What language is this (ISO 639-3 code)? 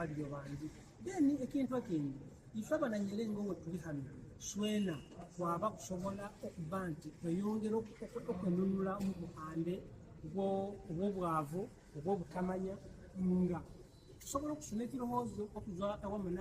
xog